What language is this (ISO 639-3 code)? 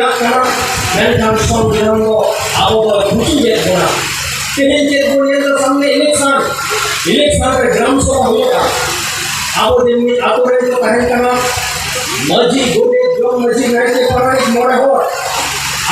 sat